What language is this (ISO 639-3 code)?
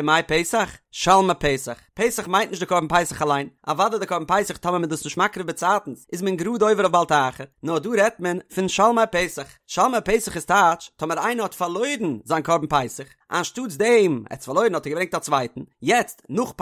yid